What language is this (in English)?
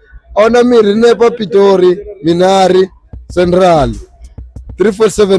Venda